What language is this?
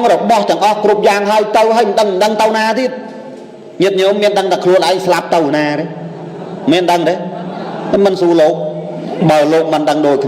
Khmer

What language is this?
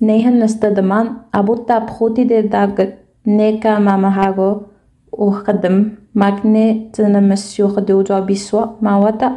Innu-aimun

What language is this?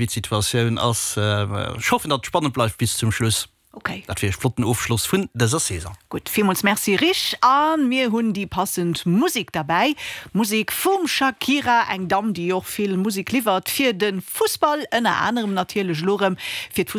Luxembourgish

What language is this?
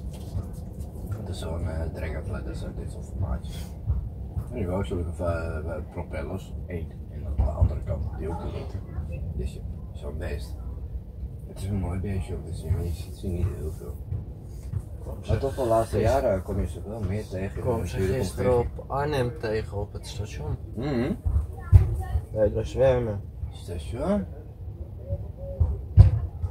Dutch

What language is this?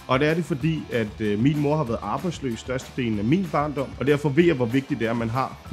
Danish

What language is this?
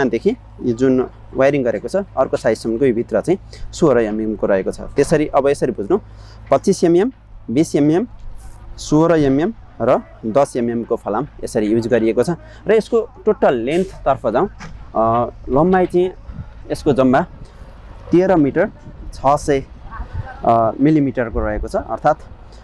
Nepali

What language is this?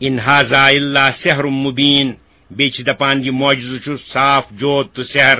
Kashmiri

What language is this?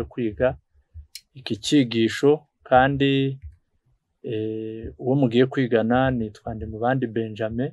Kinyarwanda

